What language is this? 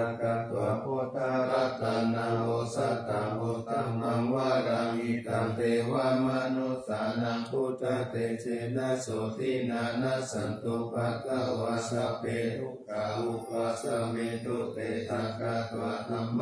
Pali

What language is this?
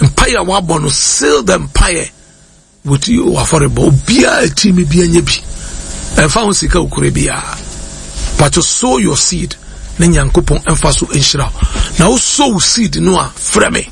Akan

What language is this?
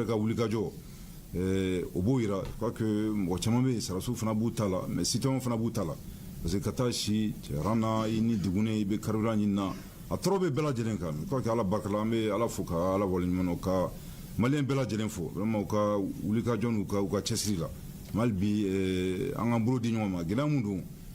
Bambara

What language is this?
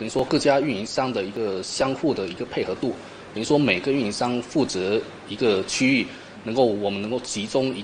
Chinese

